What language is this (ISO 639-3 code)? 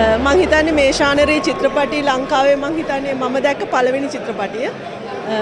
sin